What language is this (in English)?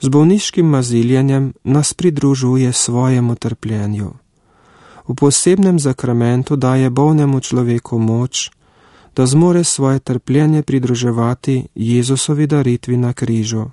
Slovenian